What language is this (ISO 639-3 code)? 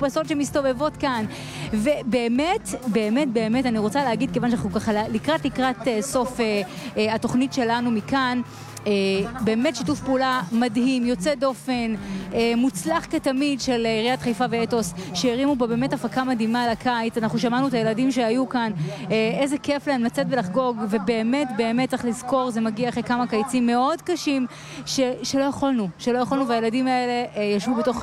heb